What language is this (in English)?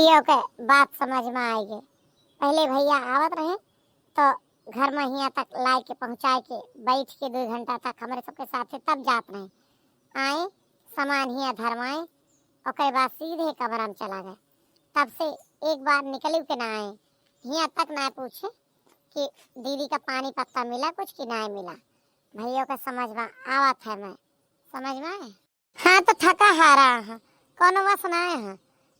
Awadhi